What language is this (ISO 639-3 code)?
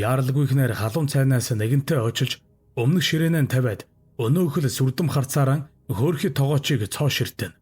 mon